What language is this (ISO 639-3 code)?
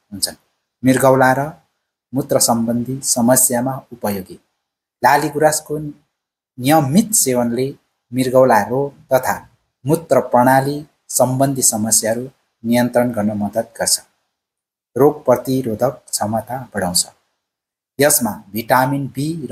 nep